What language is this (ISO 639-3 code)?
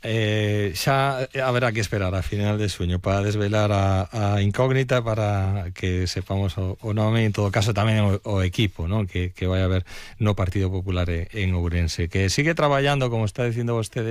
glg